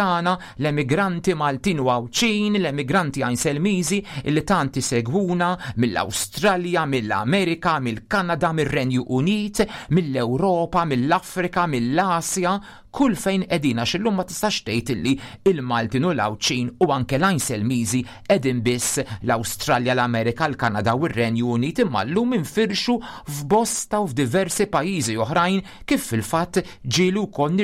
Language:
Maltese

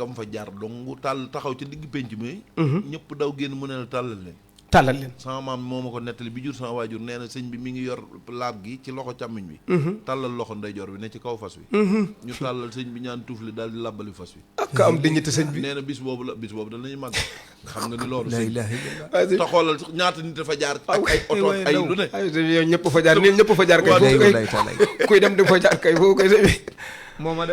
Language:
Wolof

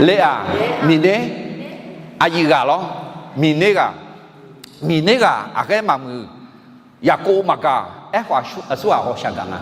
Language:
Akha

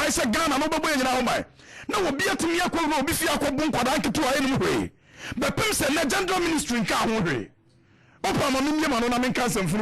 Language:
Akan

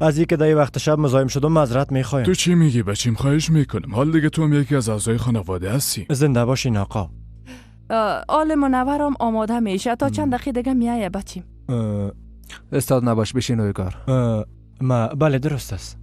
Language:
Persian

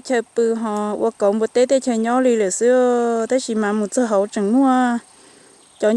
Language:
Hmong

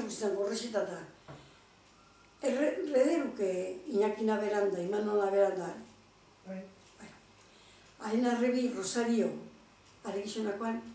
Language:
Basque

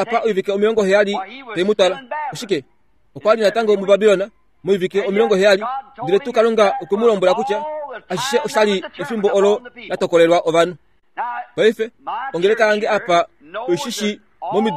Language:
Kuanyama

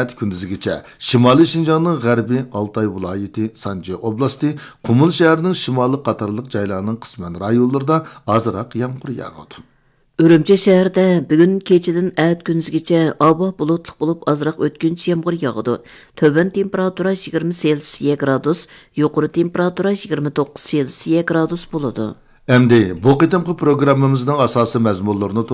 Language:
Uyghur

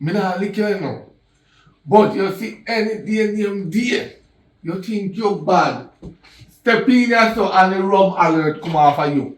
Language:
Jamaican Creole English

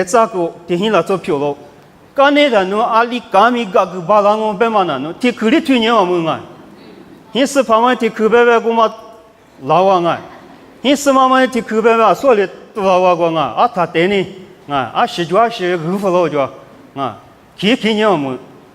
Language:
Lisu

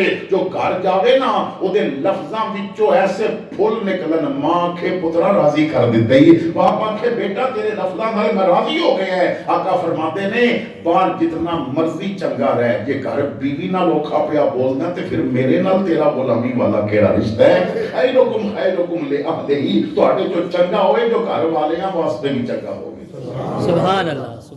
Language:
Western Panjabi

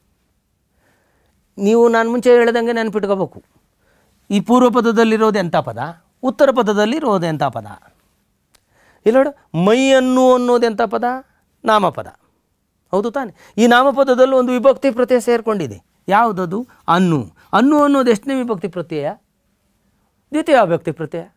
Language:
Kannada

